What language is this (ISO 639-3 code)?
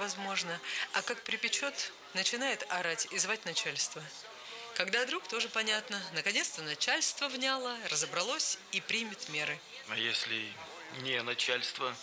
rus